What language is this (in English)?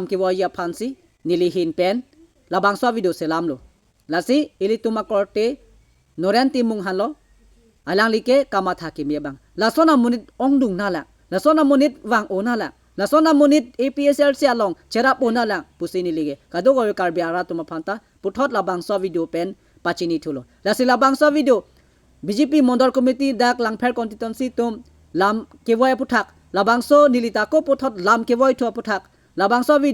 Karbi